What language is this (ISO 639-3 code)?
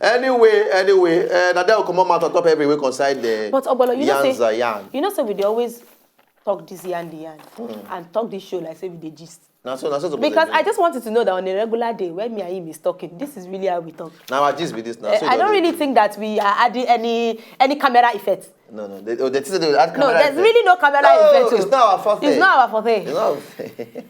pcm